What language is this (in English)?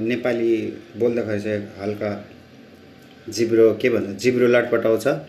Nepali